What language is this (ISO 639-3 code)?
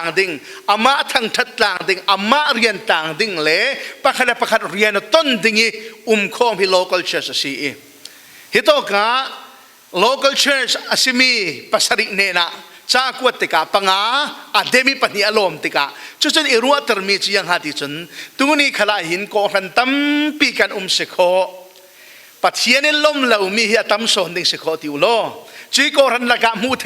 cfm